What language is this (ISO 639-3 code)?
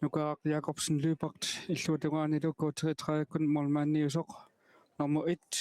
kal